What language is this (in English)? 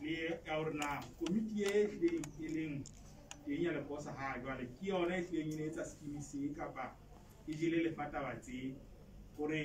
Southern Sotho